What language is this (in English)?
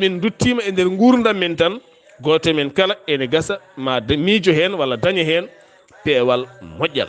Fula